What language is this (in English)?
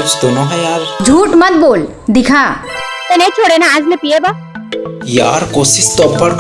Chhattisgarhi